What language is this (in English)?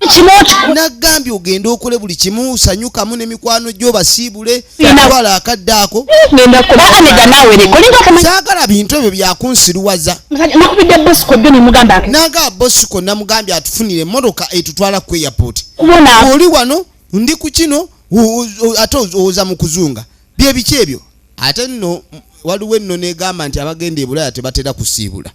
Ganda